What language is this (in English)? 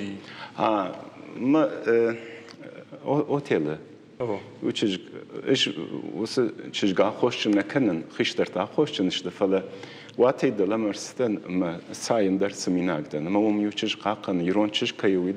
Ossetic